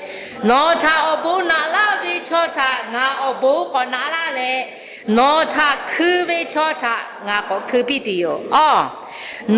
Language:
Lahu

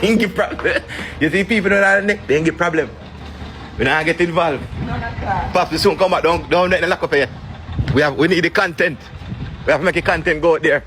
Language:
Jamaican Creole English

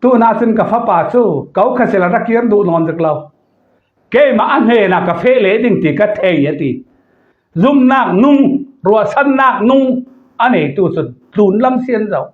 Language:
Falam Chin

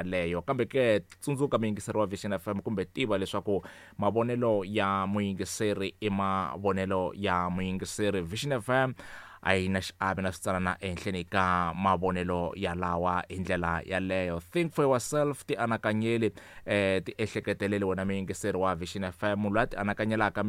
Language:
Tsonga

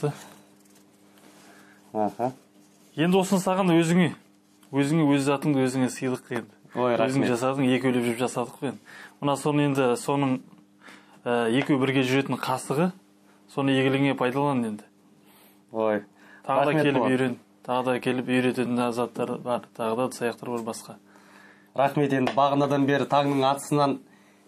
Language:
Kazakh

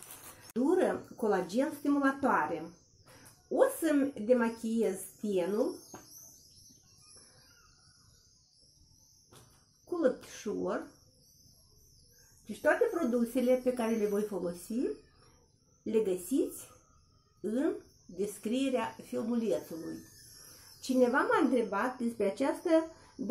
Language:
Romanian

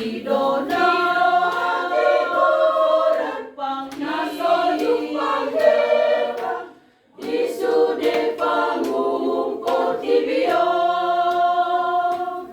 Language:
Batak Toba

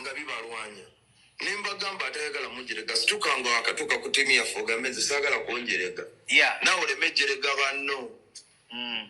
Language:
Ganda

